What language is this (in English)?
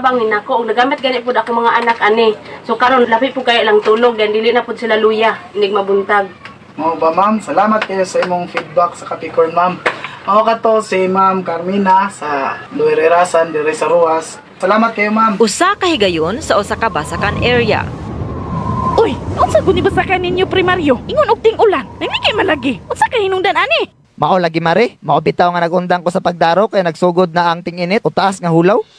Cebuano